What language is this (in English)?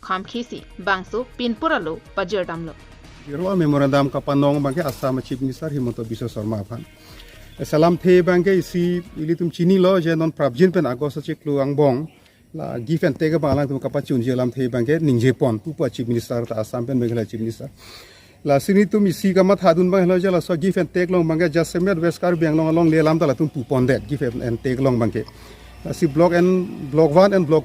Karbi